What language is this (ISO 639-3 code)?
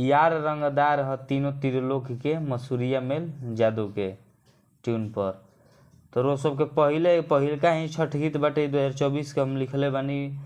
bho